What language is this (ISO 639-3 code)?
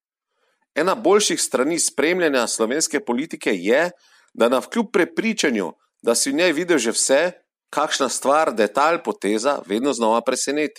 slv